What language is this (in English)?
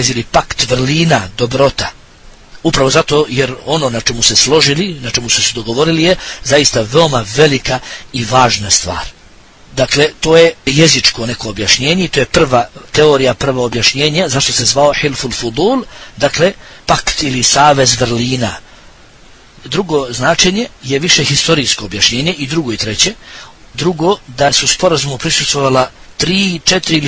Bosnian